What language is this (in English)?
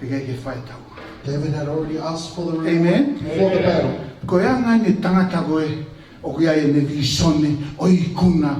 Tongan